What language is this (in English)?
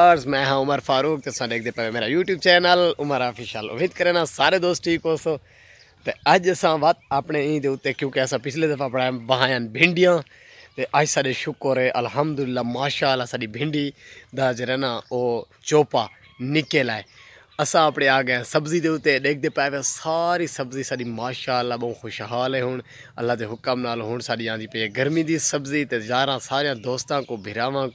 Saraiki